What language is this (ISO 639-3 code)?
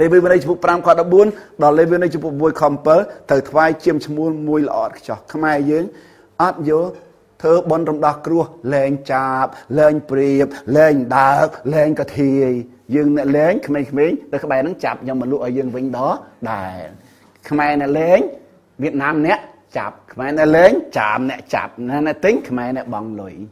khm